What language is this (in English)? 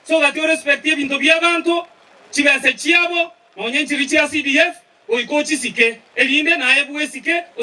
Gusii